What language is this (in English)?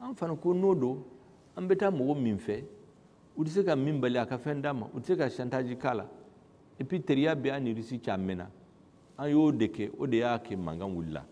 Bambara